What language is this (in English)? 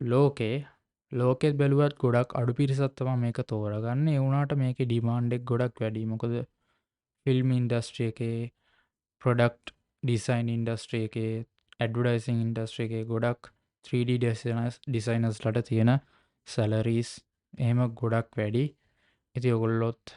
Sinhala